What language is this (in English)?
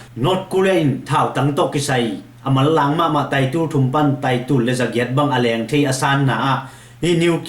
Tedim Chin